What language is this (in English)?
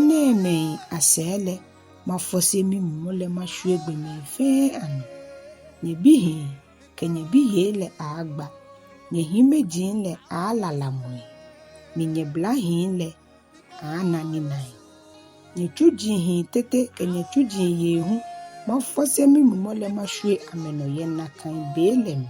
Ga